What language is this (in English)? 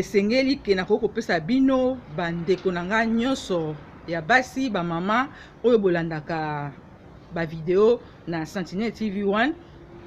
Lingala